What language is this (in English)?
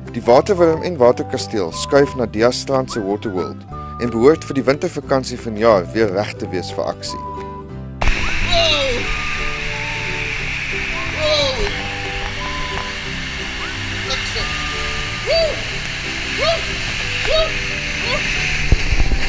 Afrikaans